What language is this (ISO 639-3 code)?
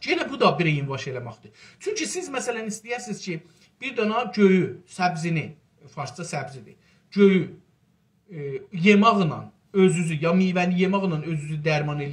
azb